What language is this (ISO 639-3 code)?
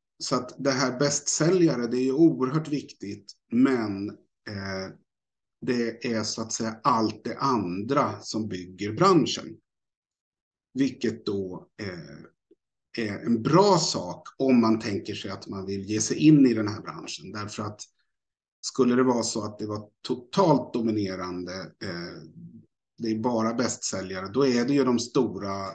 swe